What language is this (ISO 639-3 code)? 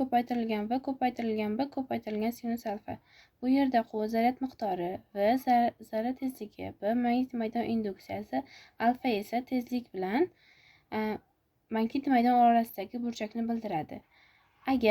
uzb